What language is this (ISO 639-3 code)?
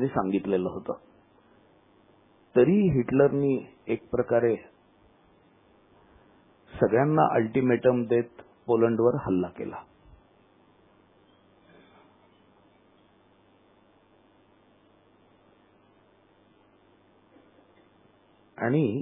mar